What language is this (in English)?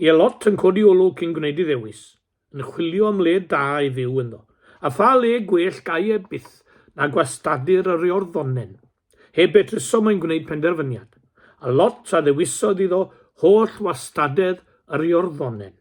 Welsh